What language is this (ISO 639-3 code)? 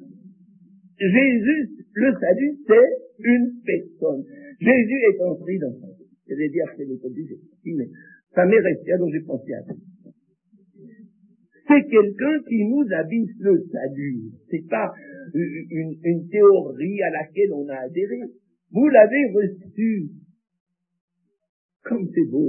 fra